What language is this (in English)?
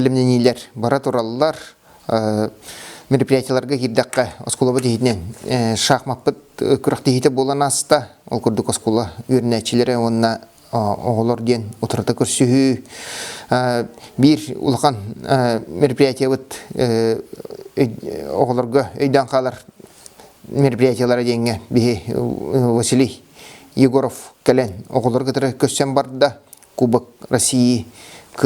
Yakut